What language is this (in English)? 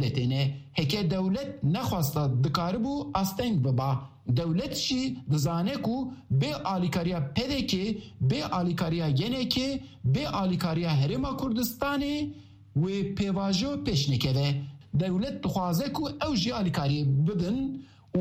Kurdish